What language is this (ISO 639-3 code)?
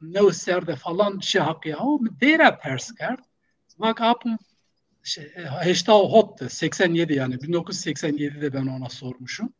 zza